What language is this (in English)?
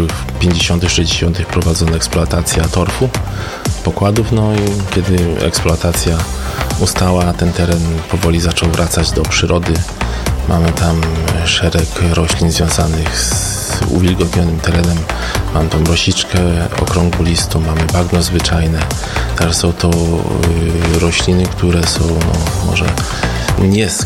Polish